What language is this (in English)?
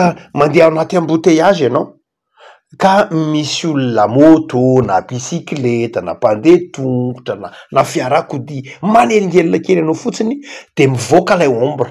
Malagasy